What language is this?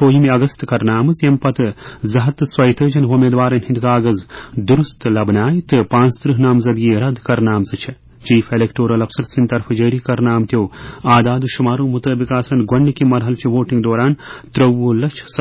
Kashmiri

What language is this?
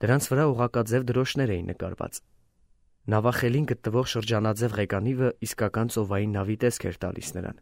Armenian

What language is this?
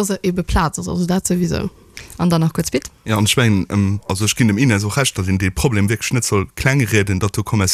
Luxembourgish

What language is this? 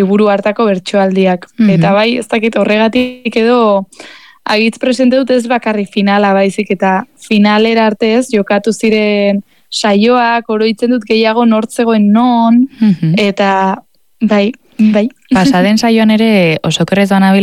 Basque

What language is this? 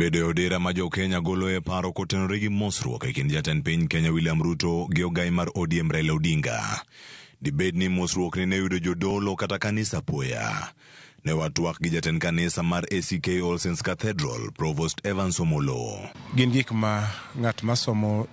Luo (Kenya and Tanzania)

